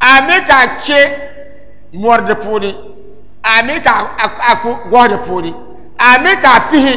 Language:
Dagbani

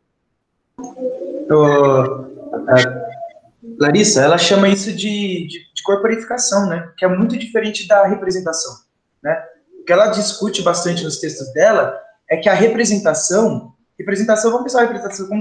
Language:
Portuguese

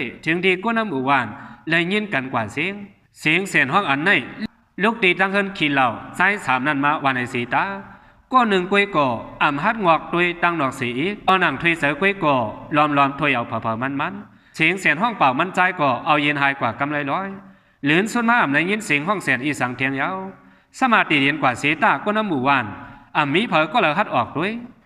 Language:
Shan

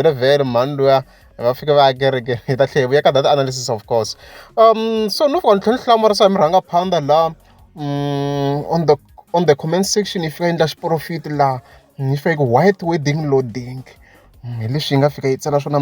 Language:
Tsonga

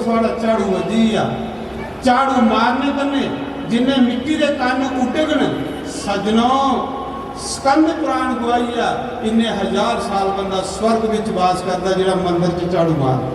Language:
Dogri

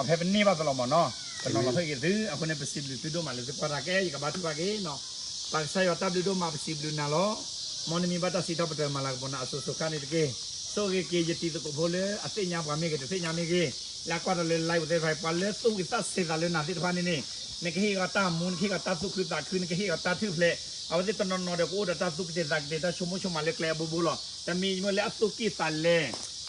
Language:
S'gaw Karen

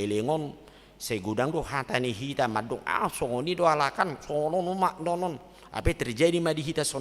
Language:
Batak Toba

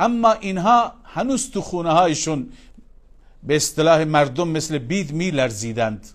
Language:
Persian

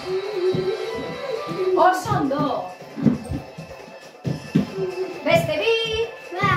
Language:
Basque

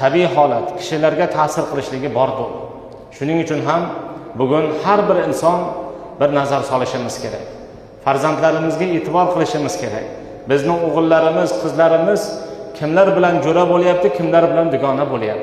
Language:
Uzbek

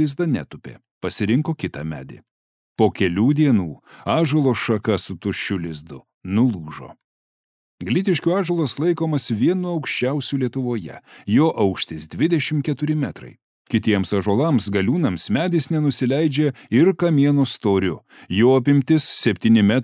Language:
Lithuanian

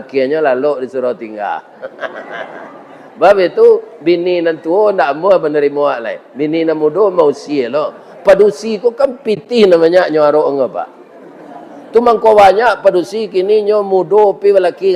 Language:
Minangkabau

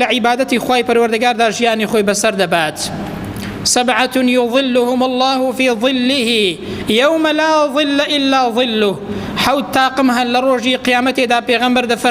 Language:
Central Kurdish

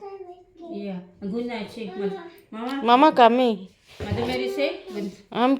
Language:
Konkani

